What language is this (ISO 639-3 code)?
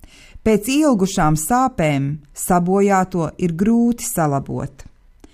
lav